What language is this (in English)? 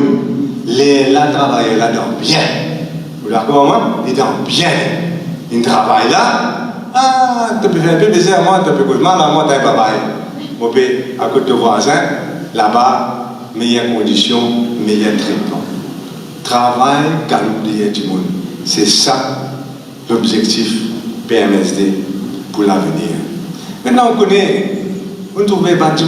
Morisyen